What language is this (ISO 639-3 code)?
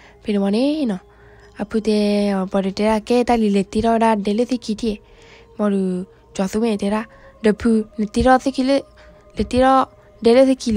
ksw